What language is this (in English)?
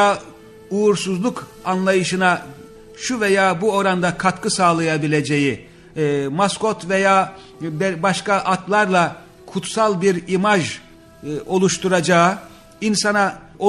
Turkish